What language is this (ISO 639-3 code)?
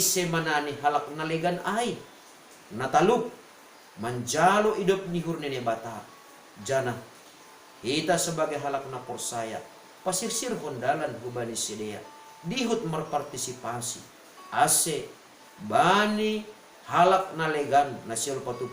bts